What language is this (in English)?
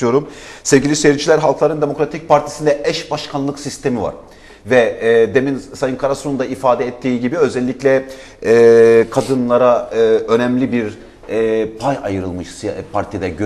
Turkish